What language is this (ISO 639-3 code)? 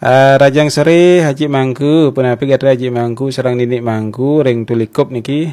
ban